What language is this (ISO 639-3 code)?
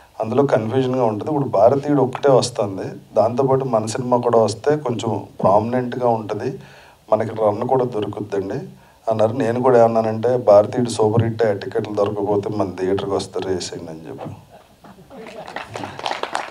tel